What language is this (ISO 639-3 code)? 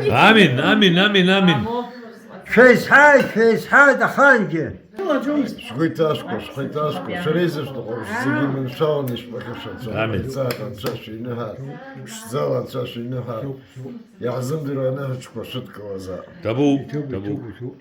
abk